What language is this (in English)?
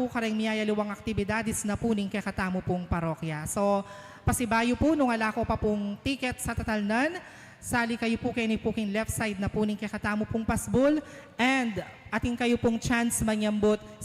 Pampanga